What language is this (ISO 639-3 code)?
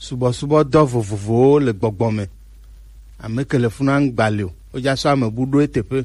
gej